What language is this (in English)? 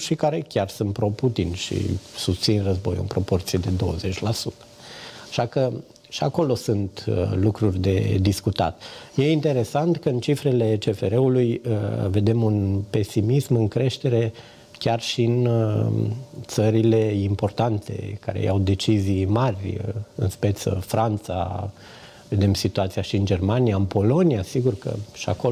Romanian